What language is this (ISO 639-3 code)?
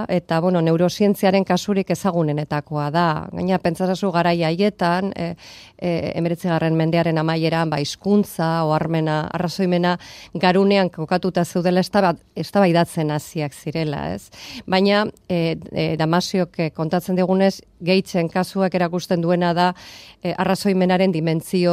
eus